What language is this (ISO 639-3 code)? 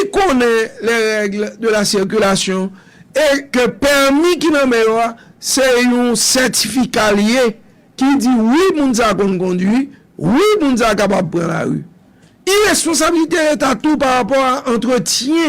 hat